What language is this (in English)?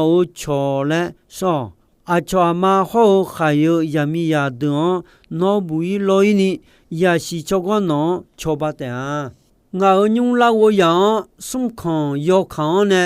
Akha